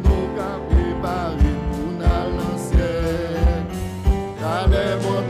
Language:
French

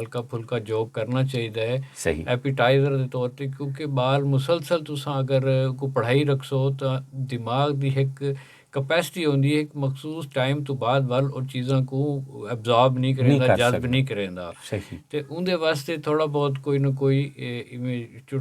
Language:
Saraiki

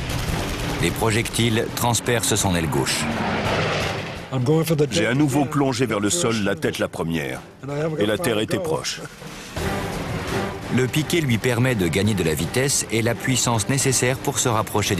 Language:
French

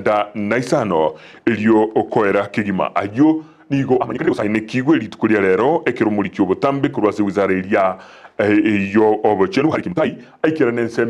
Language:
Gusii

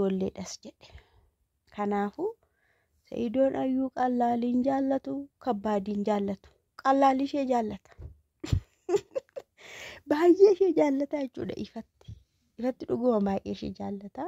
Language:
Oromo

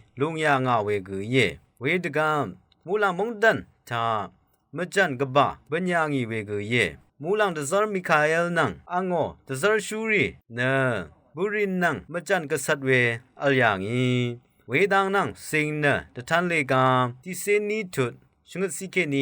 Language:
Rawang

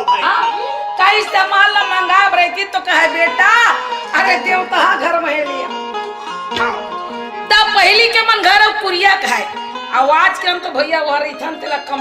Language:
Chhattisgarhi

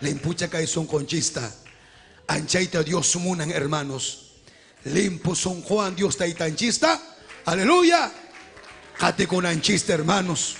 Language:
Ayacucho Quechua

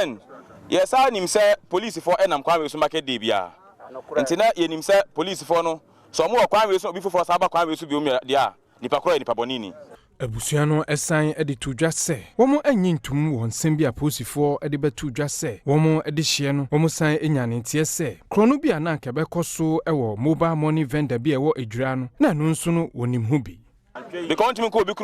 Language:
Akan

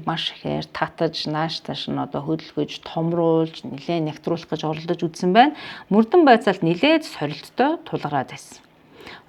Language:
Mongolian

